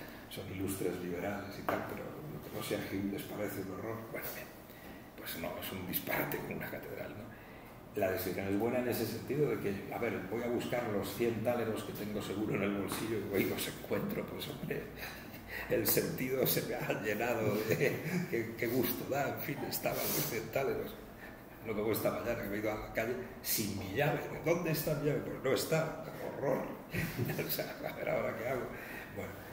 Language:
Spanish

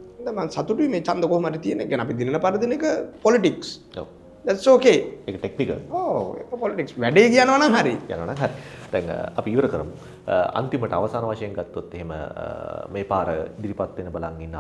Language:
Sinhala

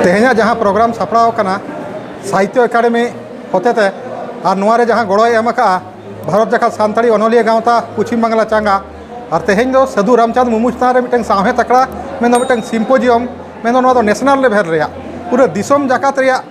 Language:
Santali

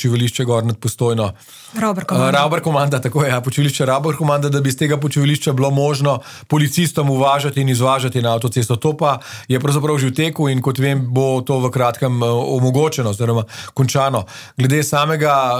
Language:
Slovenian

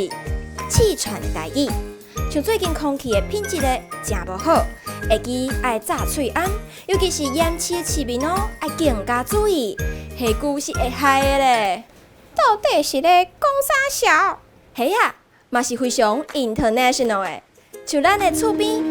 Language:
Min Nan Chinese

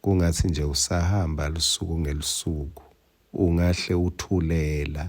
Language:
Swati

